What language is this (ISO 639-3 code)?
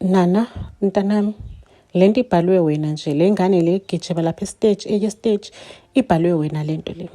zul